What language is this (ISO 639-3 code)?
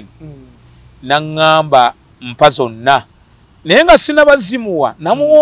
lug